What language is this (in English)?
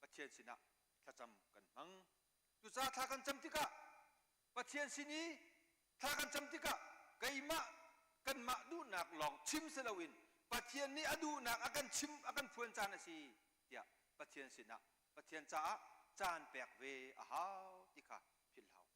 Hakha Chin